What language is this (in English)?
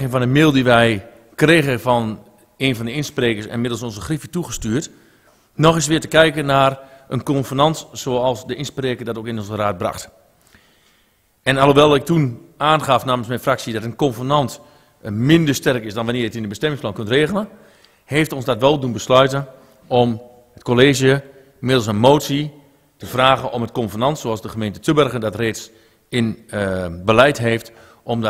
Dutch